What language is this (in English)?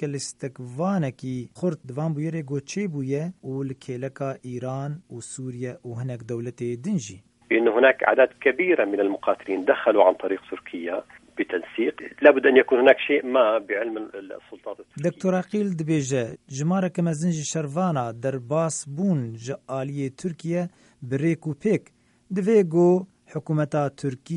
Kurdish